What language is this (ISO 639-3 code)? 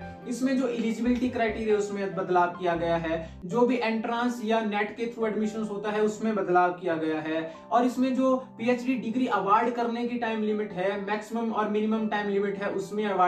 hin